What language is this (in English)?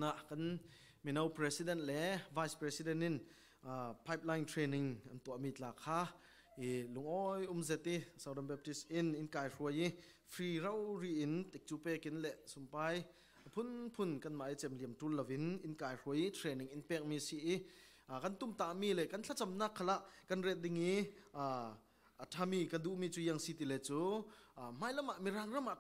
Falam Chin